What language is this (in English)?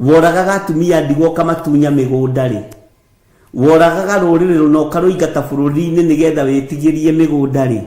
Kikuyu